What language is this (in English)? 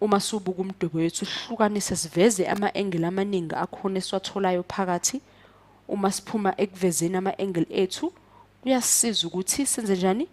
Zulu